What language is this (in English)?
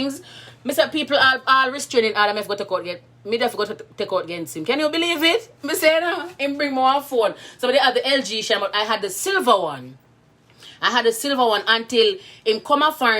Jamaican Creole English